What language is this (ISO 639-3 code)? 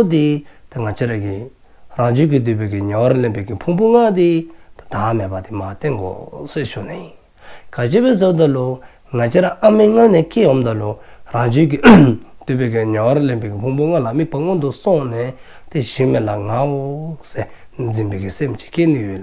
dzo